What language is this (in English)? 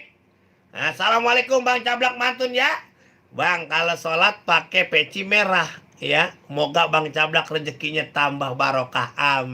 Betawi